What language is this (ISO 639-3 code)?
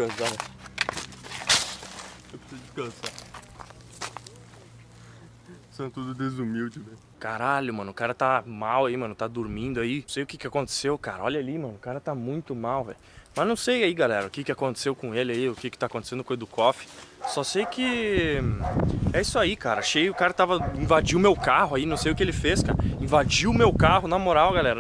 por